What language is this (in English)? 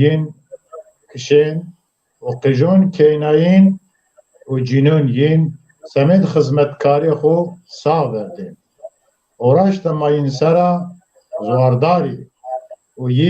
Zaza